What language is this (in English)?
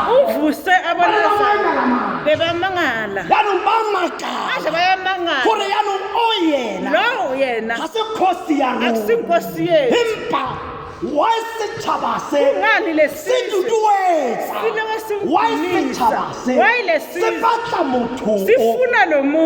Tswana